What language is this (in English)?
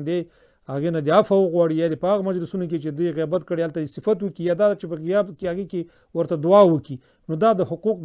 Pashto